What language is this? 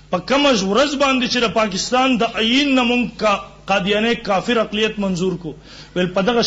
Pashto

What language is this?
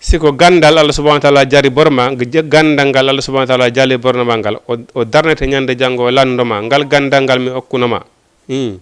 Fula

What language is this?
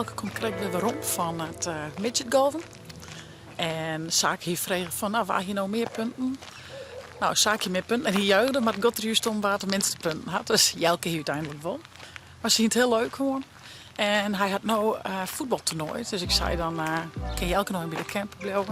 Western Frisian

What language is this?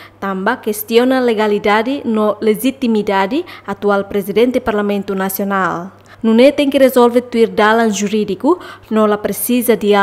Tetum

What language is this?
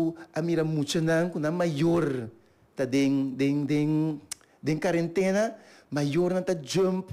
Papiamento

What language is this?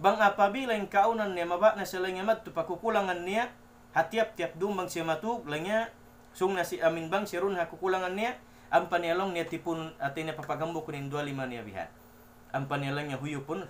Tausug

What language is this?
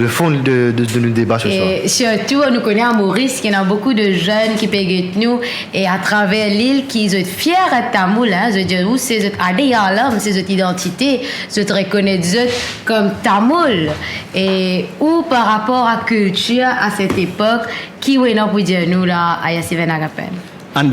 Morisyen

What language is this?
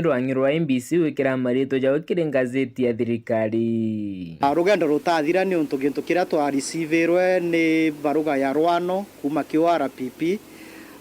Meru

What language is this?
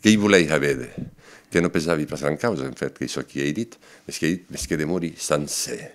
Occitan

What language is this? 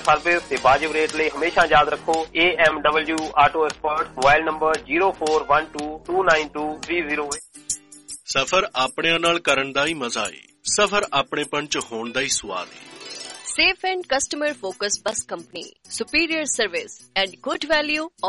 Punjabi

